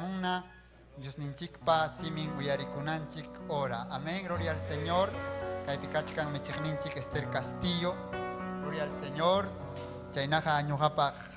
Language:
Ayacucho Quechua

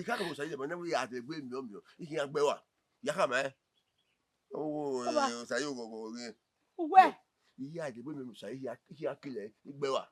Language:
Bini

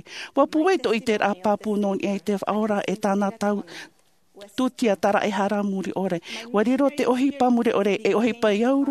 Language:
Tahitian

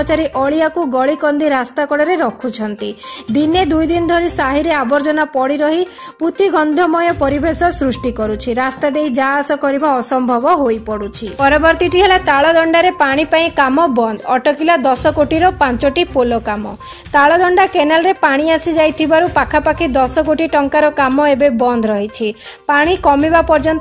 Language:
Odia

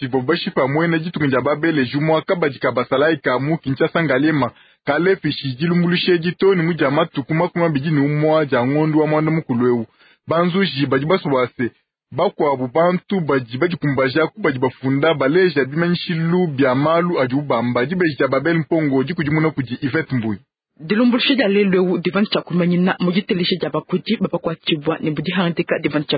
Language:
Luba-Lulua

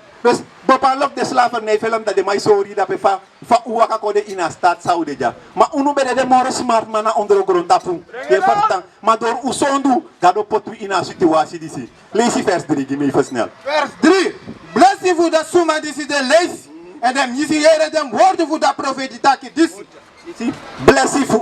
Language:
Sranan Tongo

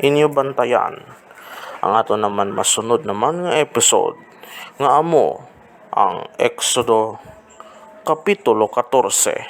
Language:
Hiligaynon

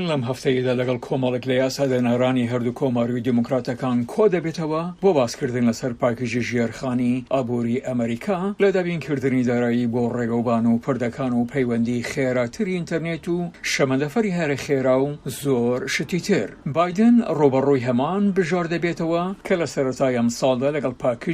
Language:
Central Kurdish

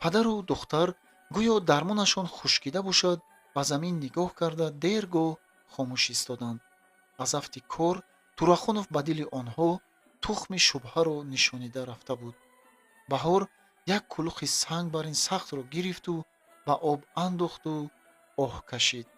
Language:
Tajik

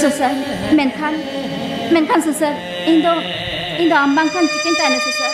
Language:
Santali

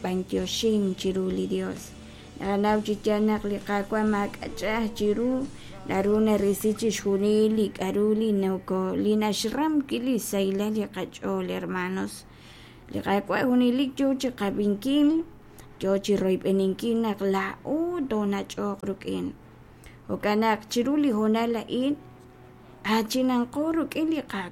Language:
Kekchí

